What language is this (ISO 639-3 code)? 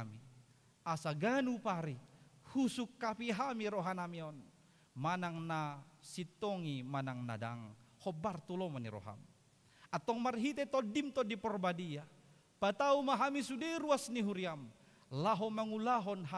bbc